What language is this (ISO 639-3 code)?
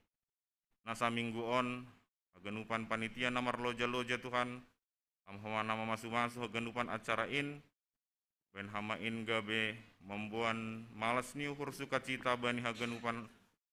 bts